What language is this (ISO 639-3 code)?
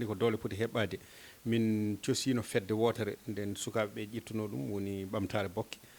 ful